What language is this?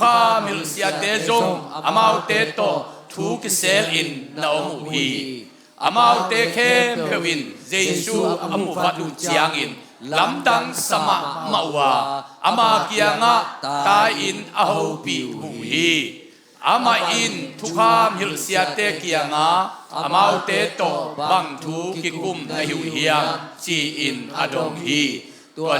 Tedim Chin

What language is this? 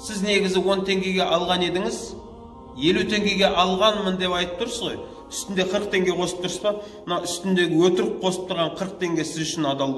Kazakh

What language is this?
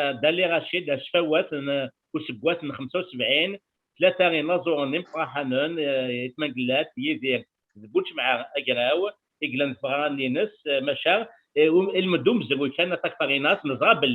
Kabyle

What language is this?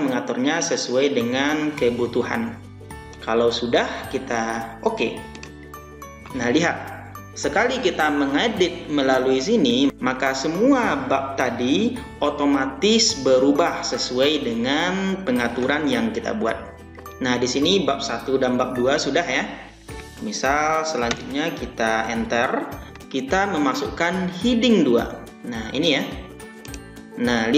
Indonesian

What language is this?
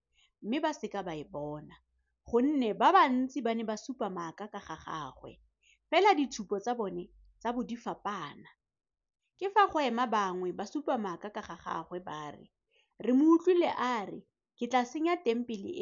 Tswana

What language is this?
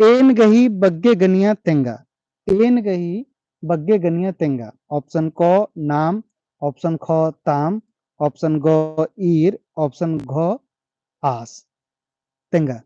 Kurukh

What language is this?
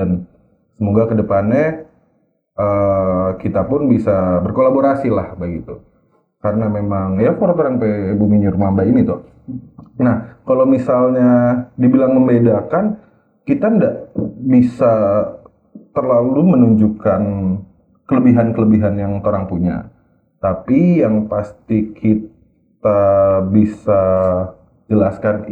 Manado Malay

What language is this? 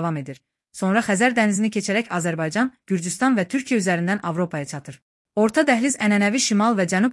Azerbaijani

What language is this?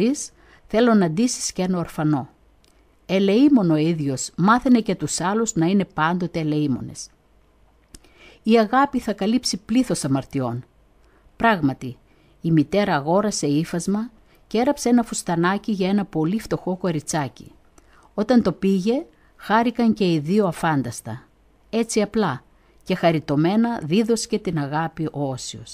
Greek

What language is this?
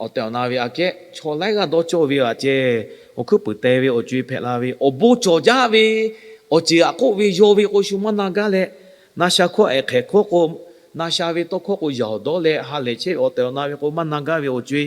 Lahu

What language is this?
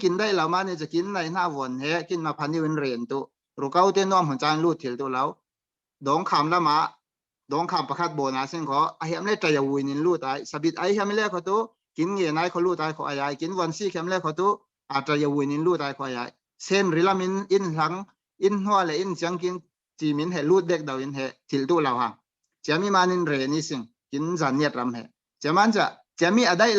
Falam Chin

